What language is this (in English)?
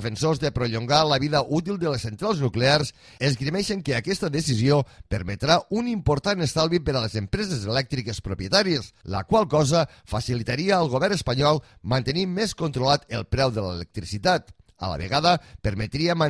Catalan